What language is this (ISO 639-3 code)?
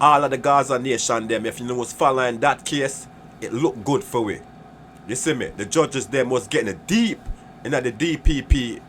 jam